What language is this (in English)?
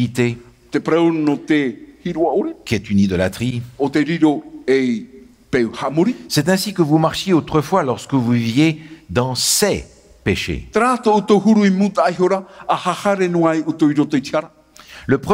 Tahitian